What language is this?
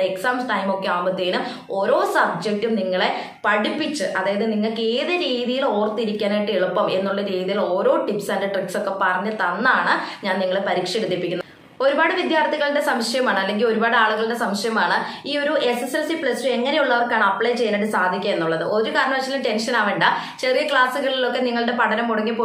Malayalam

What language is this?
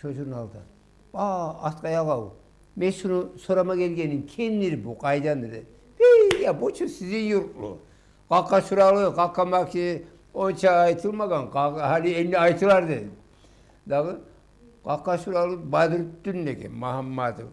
Kumyk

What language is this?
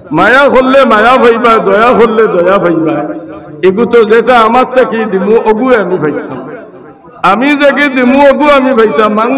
Sylheti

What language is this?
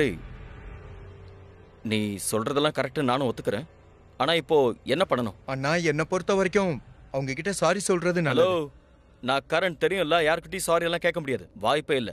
Tamil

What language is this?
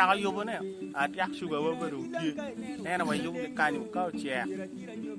Acoli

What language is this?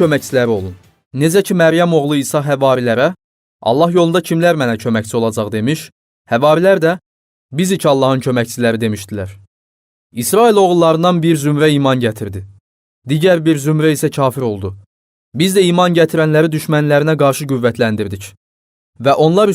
Azerbaijani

